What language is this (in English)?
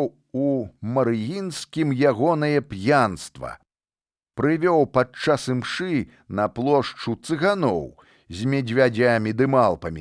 Belarusian